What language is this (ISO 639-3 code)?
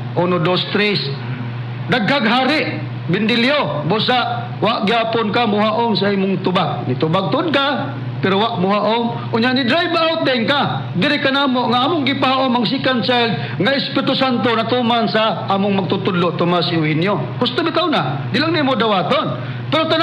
ceb